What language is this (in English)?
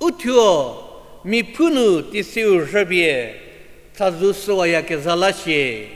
Angami Naga